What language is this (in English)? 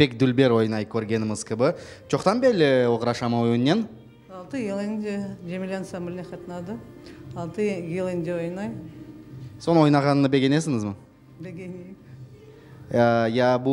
Crimean Tatar